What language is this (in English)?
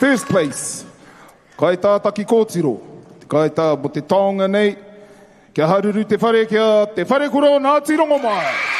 Māori